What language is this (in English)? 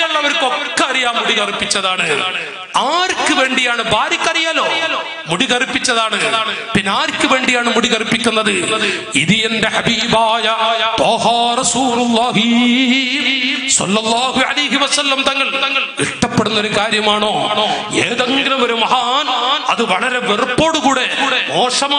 Malayalam